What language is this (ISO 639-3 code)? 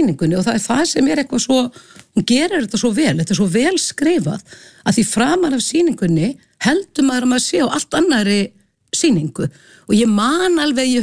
isl